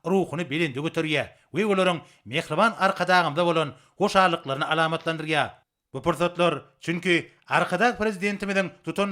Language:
Turkmen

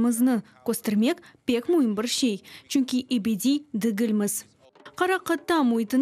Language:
Crimean Tatar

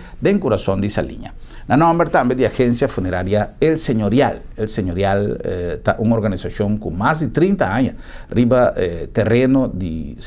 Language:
Papiamento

